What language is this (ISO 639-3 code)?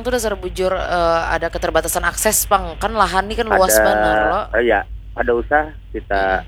bjn